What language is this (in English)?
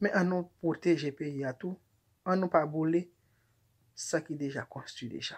Haitian Creole